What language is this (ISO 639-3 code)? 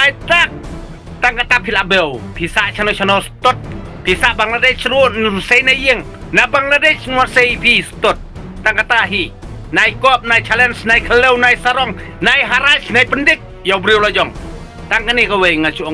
kha